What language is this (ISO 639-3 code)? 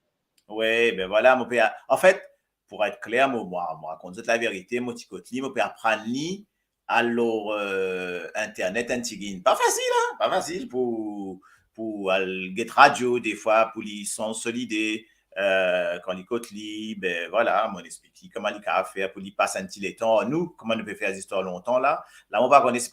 mfe